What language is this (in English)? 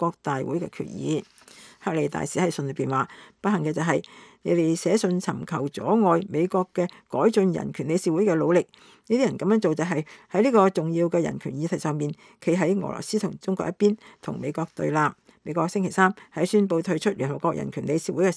Cantonese